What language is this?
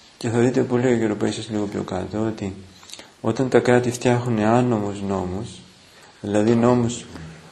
Greek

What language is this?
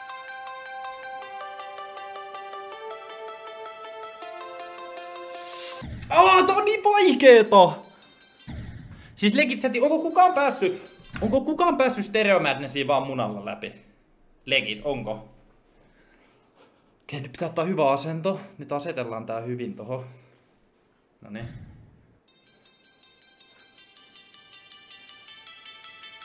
Finnish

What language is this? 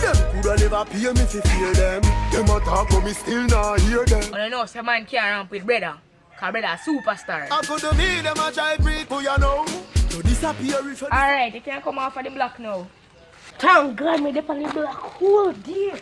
Jamaican Creole English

